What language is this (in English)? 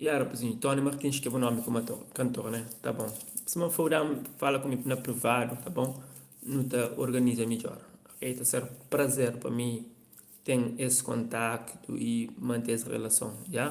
Kabuverdianu